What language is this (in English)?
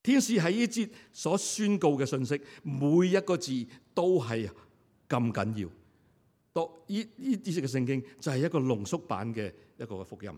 Cantonese